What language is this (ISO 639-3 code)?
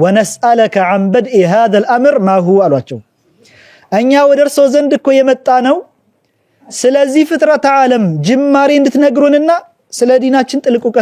amh